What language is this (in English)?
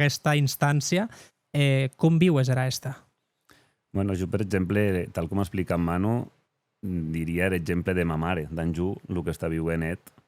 Occitan